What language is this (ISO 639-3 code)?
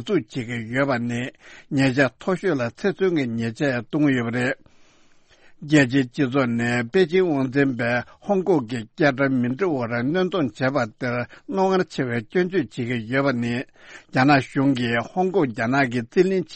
bod